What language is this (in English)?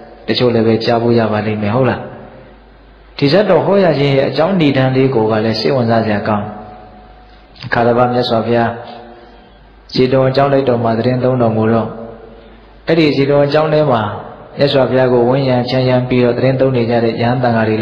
Burmese